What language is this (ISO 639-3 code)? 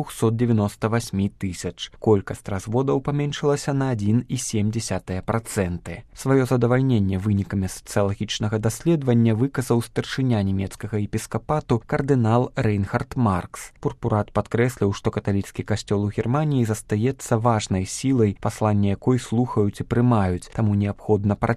bel